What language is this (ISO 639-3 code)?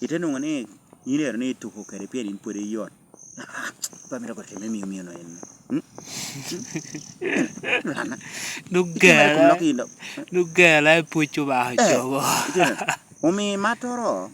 laj